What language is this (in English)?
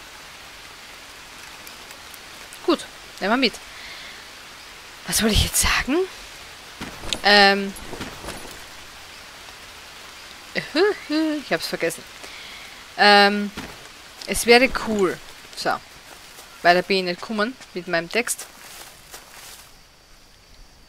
German